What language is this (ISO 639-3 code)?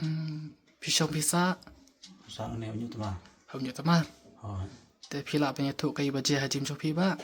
kha